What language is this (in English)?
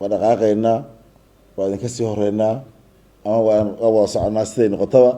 Somali